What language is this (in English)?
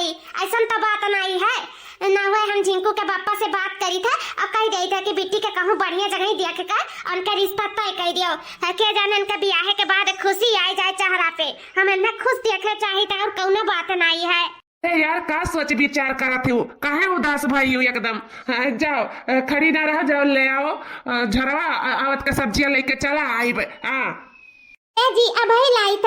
Awadhi